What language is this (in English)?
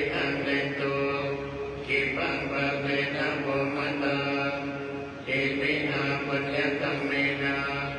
Pali